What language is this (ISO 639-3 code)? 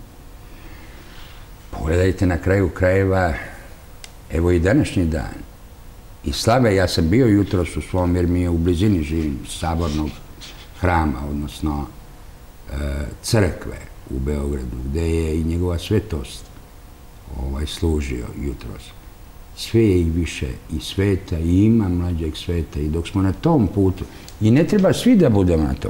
srp